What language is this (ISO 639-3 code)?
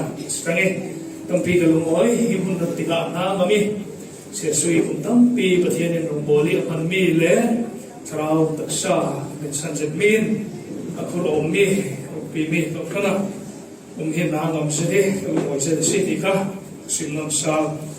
cfm